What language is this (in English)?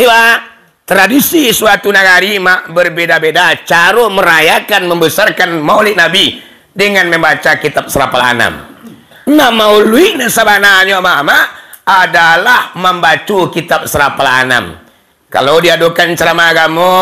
Minangkabau